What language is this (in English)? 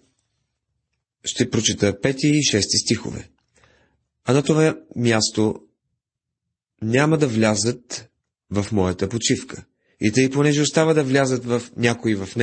Bulgarian